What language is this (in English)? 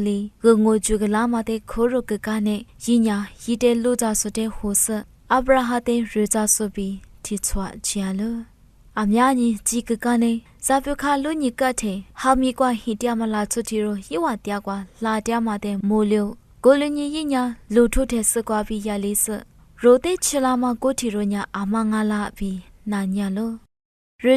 Lisu